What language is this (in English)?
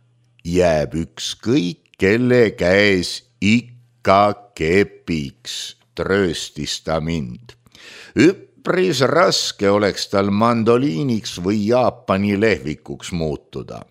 Estonian